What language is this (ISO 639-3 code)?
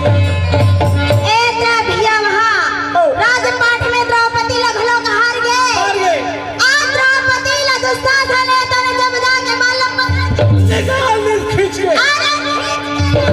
hne